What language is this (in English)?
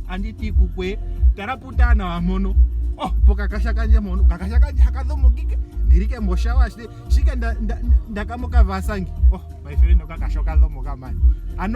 Ndonga